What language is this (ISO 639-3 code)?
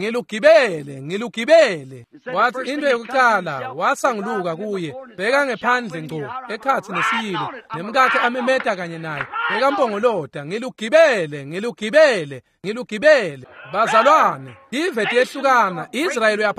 ssw